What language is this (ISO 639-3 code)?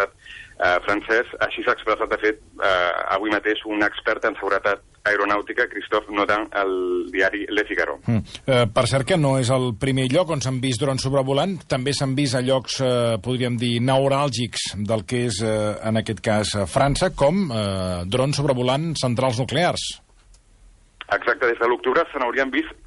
cat